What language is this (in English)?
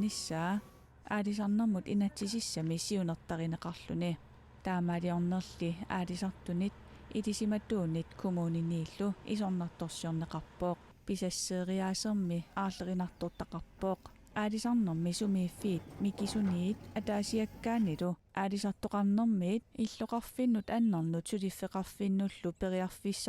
Kalaallisut